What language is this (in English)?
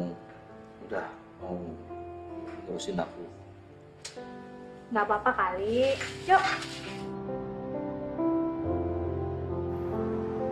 Indonesian